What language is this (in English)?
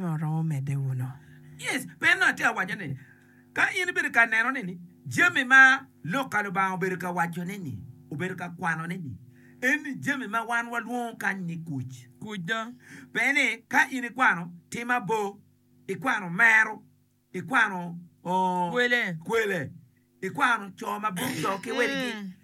Acoli